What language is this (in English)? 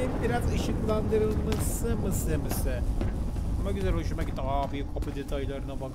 Turkish